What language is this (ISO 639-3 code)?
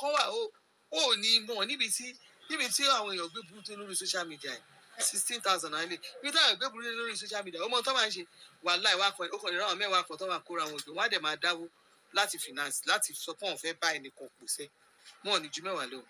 yor